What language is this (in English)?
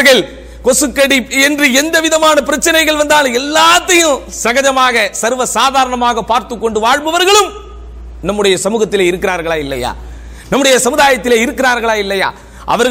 Tamil